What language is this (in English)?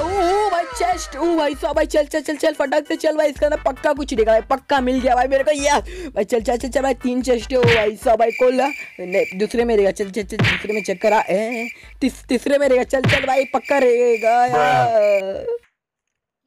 Hindi